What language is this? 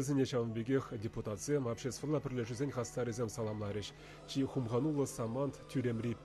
Chuvash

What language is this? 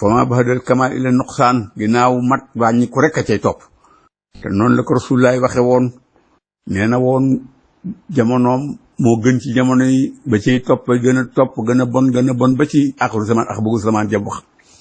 Wolof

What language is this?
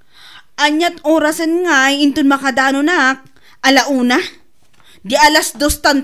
Iloko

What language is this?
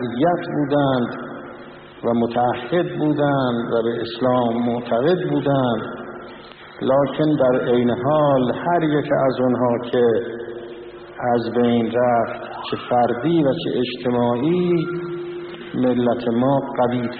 Persian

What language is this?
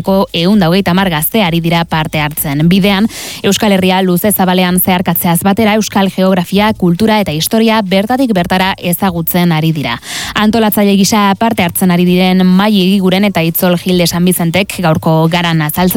Basque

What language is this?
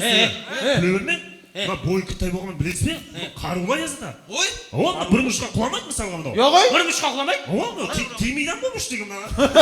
Kara-Kalpak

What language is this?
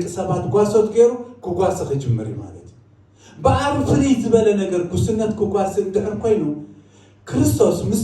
Tigrinya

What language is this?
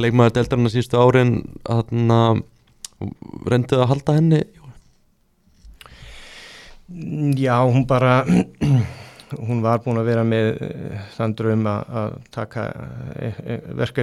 Icelandic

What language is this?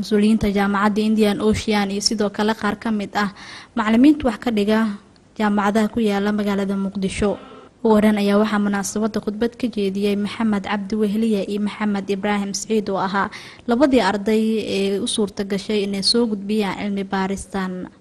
Somali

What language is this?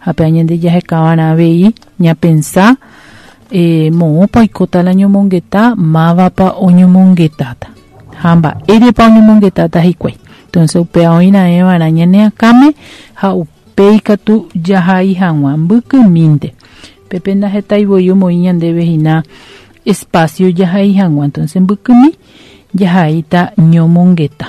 Guarani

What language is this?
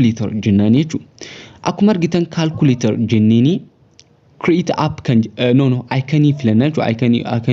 Oromo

